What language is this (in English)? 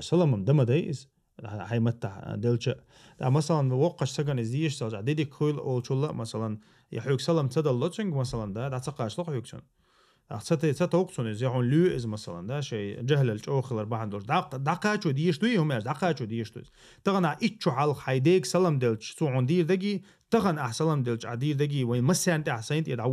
Chechen